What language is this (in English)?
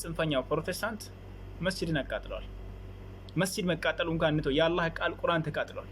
Amharic